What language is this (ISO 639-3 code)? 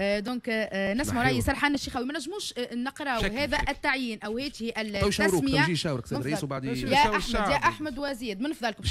aeb